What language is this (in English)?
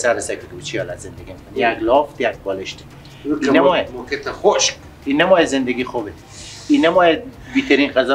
Persian